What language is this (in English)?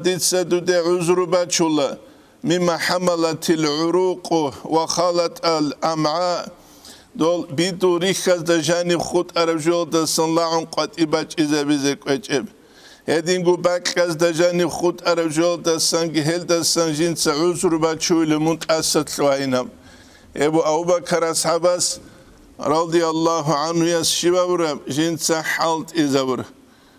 Avaric